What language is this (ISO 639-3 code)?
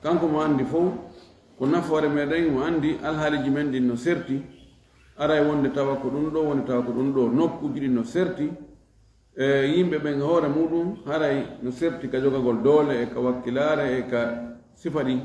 ful